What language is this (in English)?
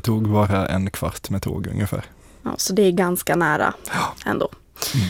Swedish